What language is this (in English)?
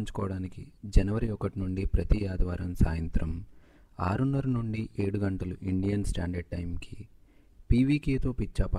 Telugu